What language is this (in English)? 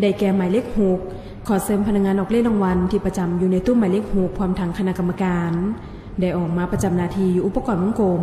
Lao